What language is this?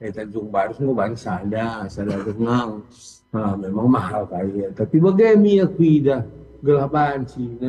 Batak Karo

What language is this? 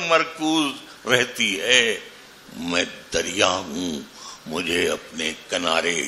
Urdu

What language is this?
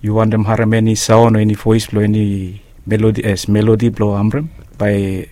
Bislama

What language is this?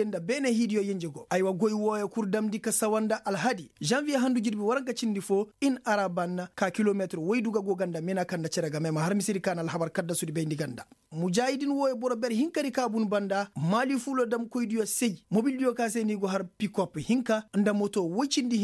Koyraboro Senni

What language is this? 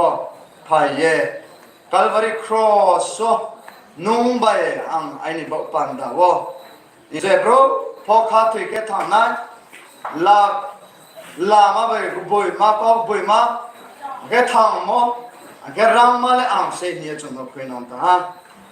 Riang (India)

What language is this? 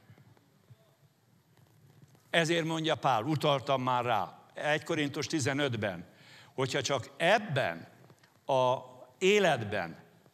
Hungarian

